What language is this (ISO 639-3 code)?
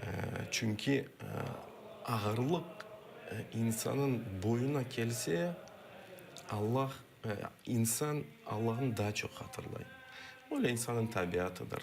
crh